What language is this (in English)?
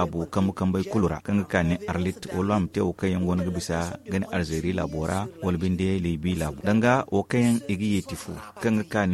Zarma